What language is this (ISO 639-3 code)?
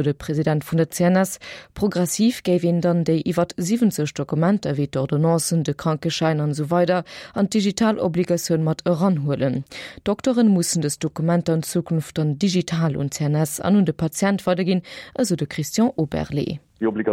ltz